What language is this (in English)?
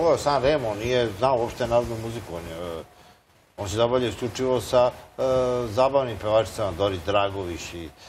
Serbian